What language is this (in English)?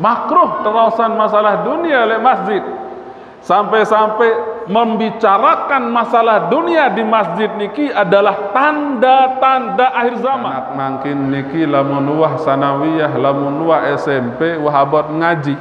Sasak